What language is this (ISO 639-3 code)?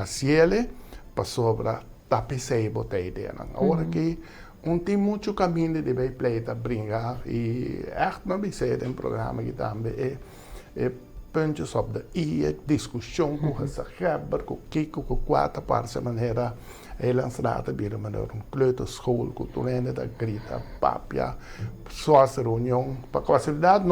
pap